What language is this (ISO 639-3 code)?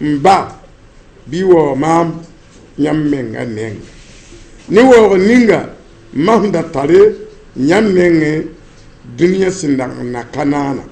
mos